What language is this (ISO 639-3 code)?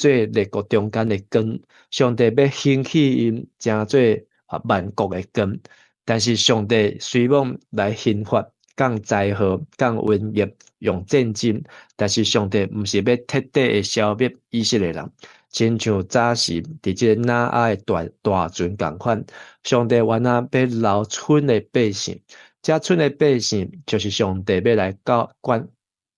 nan